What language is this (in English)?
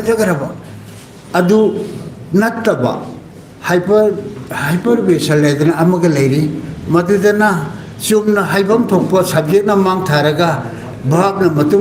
Manipuri